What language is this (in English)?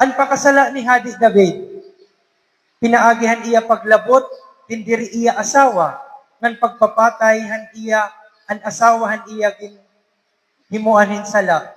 Waray